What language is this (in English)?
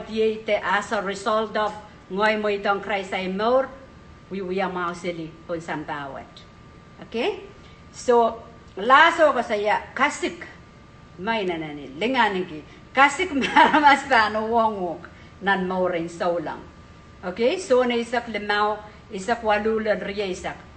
Pohnpeian